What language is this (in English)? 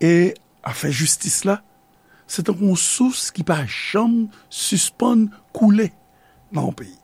Haitian Creole